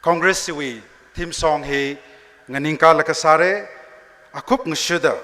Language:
Tangkhul Naga (India)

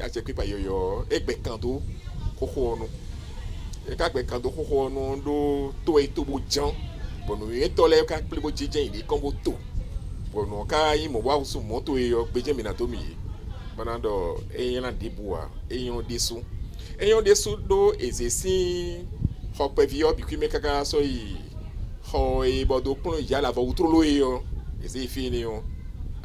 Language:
Fon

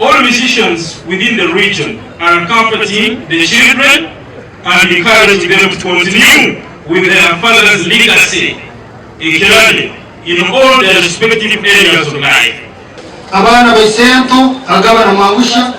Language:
Nyankole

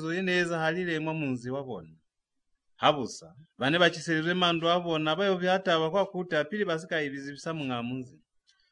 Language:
Lozi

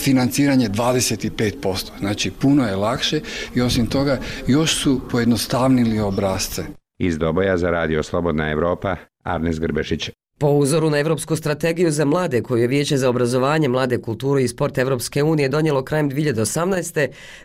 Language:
Bosnian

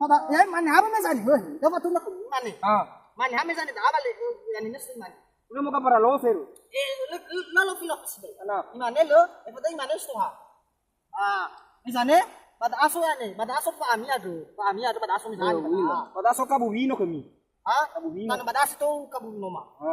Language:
Nias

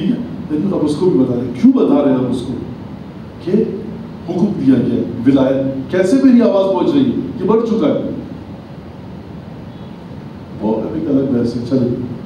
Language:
Urdu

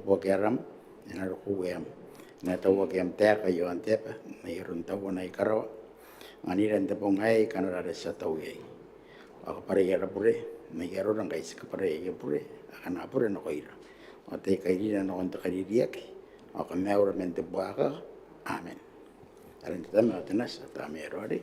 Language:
Gilbertese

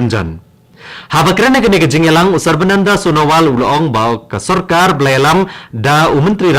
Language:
Khasi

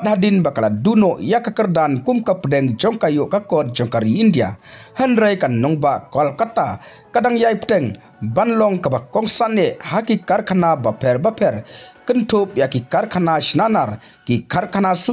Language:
Khasi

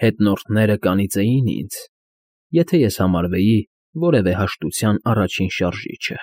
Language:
Armenian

